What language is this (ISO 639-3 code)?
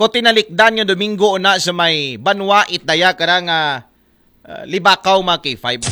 akl